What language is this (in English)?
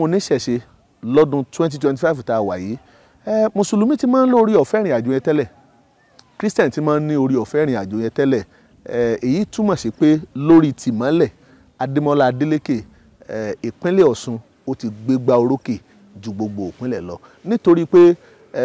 Yoruba